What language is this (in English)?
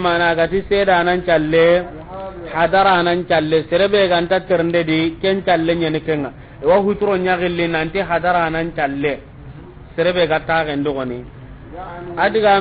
Soninke